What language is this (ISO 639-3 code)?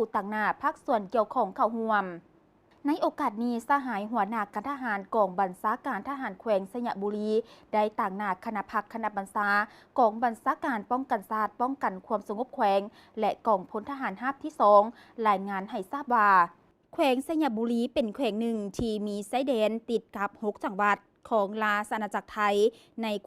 lao